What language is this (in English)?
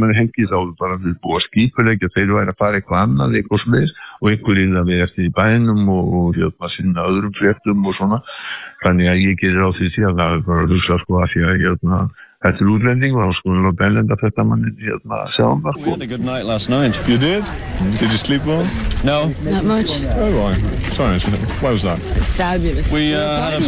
Icelandic